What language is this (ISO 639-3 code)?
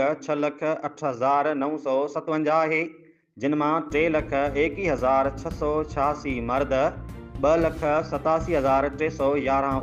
snd